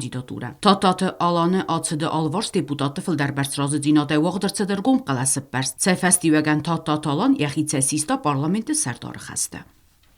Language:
Ossetic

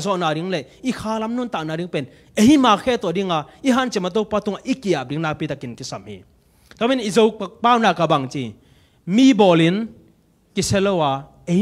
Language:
Tedim Chin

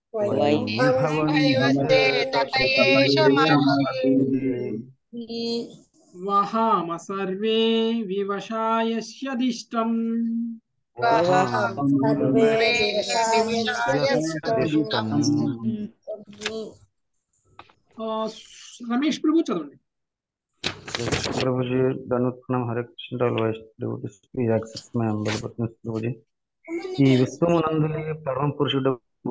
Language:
Telugu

